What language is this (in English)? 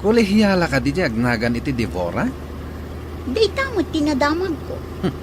Iloko